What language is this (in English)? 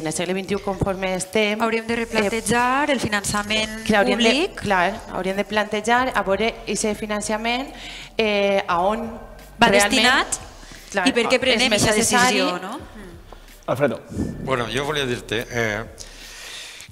Catalan